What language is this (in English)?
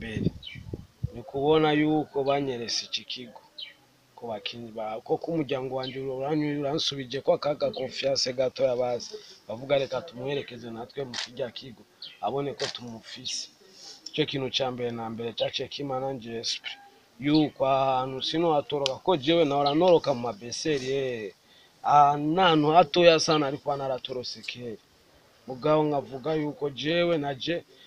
Rundi